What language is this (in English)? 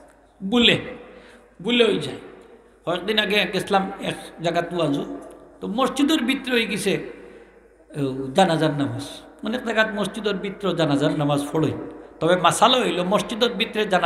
Sylheti